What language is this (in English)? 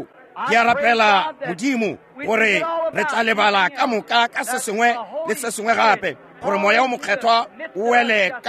Northern Sotho